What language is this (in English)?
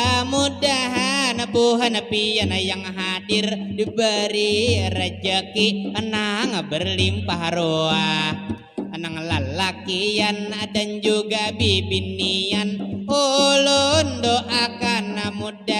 Banjar